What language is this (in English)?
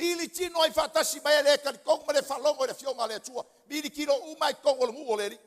Samoan